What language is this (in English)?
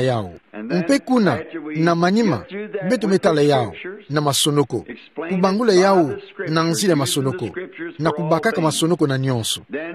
Kituba (Democratic Republic of Congo)